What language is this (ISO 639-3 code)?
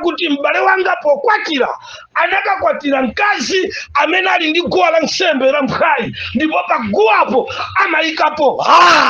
nya